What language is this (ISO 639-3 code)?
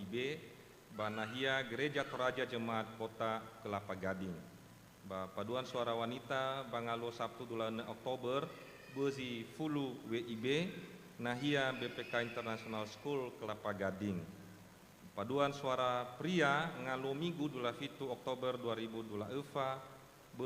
nia